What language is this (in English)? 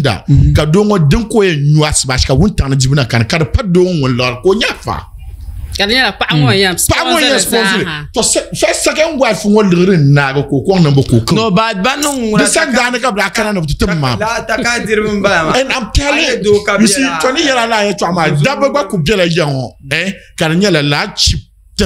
Dagbani